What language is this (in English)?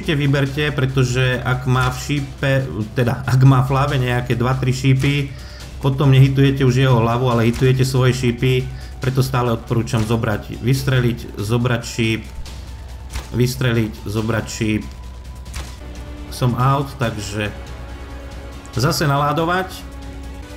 Slovak